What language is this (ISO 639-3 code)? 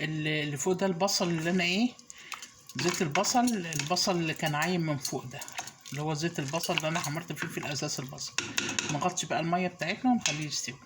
arz